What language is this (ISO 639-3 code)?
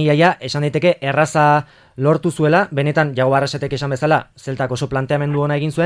eus